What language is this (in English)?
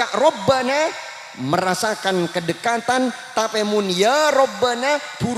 Madurese